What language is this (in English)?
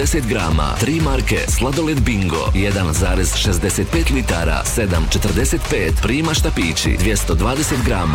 Bosnian